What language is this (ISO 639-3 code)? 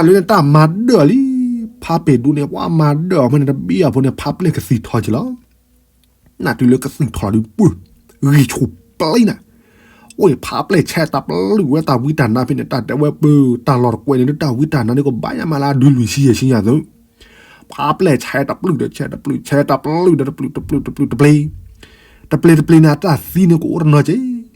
ksw